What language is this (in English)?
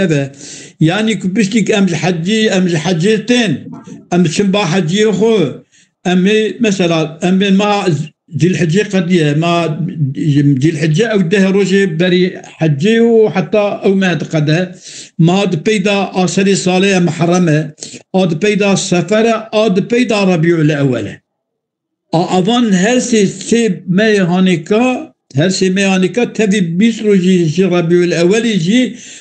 Kurdish